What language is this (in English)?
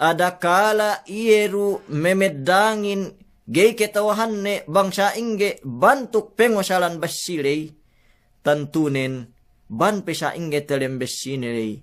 Yakan